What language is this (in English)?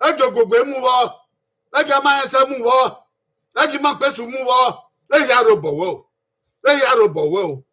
Bini